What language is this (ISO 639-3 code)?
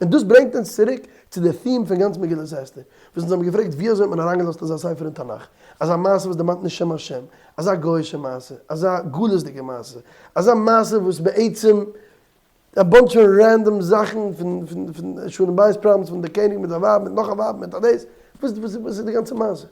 yid